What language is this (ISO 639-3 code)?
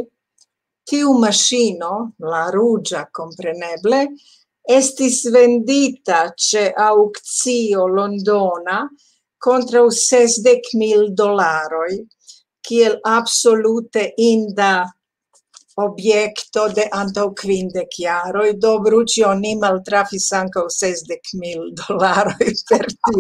epo